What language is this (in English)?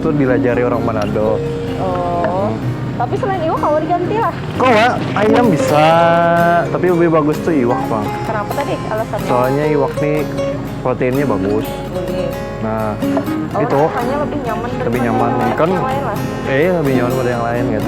Banjar